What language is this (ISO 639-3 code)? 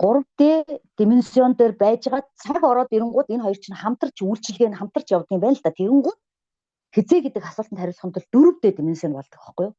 mon